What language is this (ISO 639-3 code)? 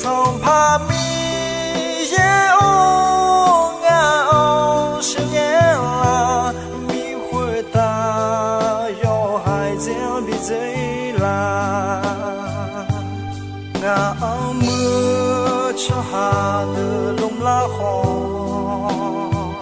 ahk